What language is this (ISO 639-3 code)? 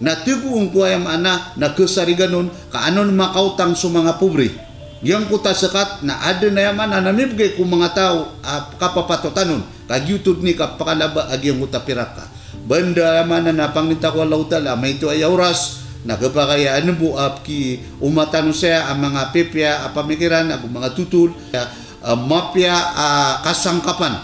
mrw